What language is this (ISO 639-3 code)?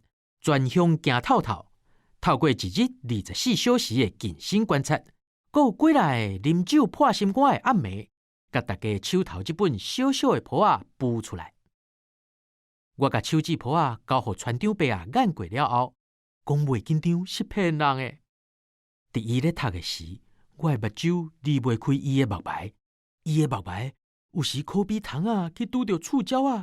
nan